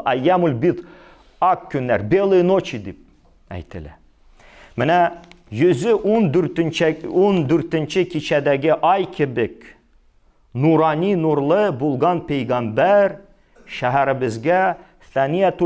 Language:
Tatar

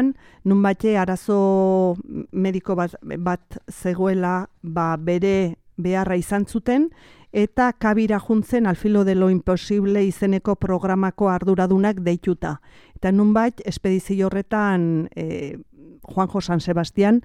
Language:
Basque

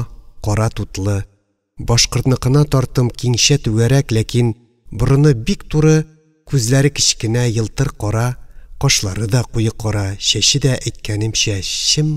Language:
Tatar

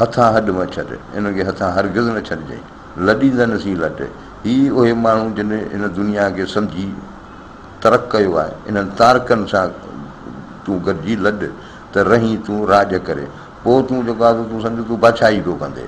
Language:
Sindhi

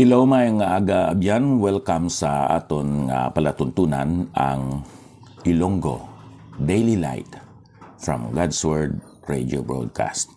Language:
Hiligaynon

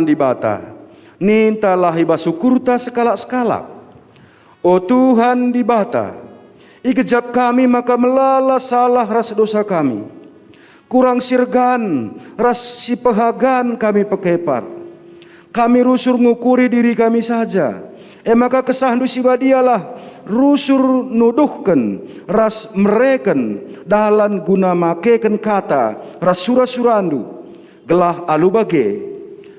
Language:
Batak Karo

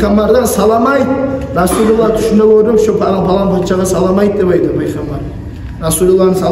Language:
Kumyk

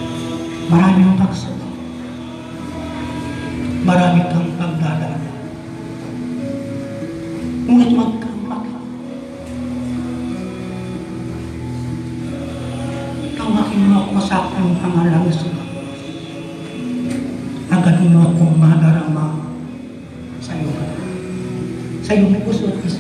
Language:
Filipino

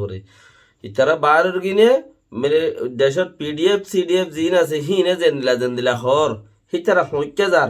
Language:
Rohingya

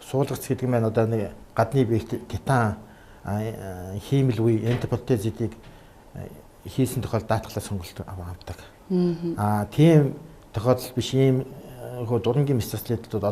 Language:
Mongolian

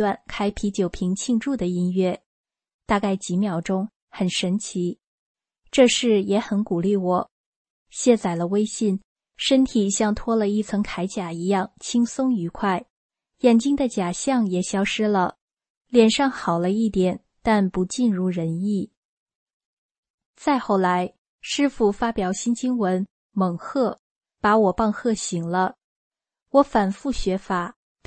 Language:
Chinese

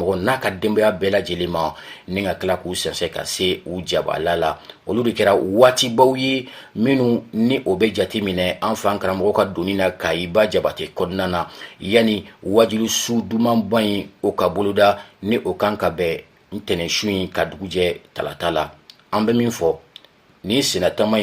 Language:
Bambara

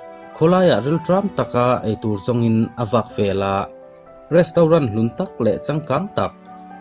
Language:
Mizo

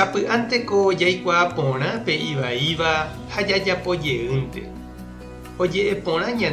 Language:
Guarani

